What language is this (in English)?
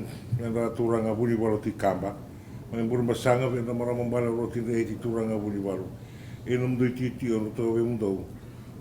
Fijian